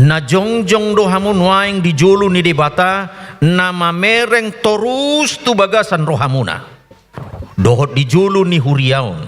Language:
Batak Toba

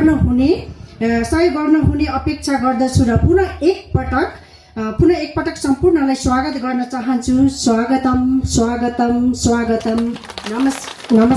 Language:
Nepali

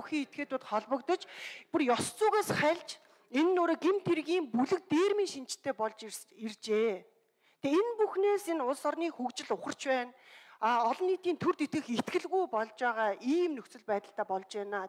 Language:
Mongolian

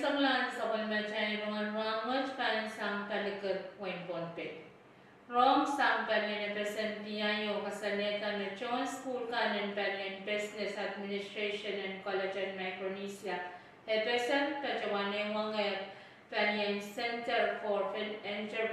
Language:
Pohnpeian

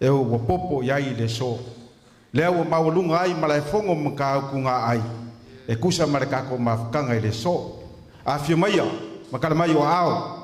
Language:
Samoan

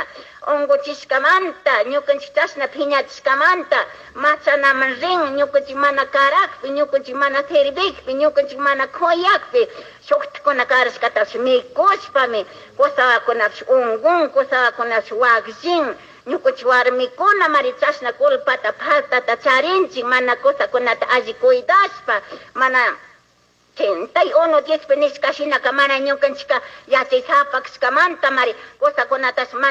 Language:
Chimborazo Highland Quichua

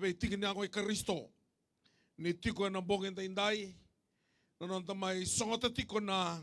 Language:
Fijian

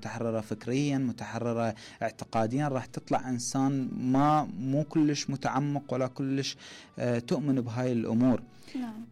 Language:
Mesopotamian Arabic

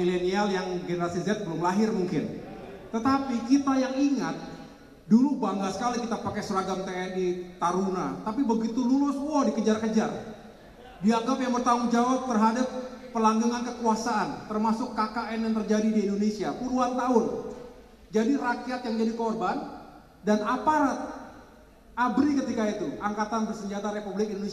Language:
Indonesian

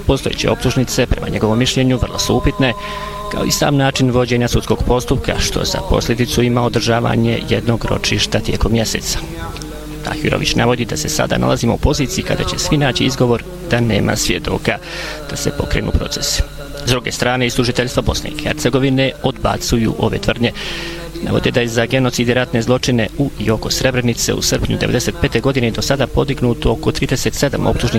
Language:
Bosnian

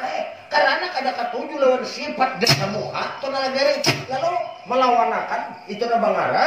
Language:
Banjar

